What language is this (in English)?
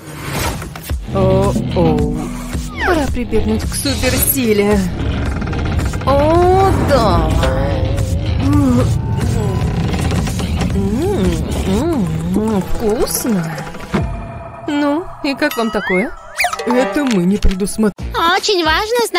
Russian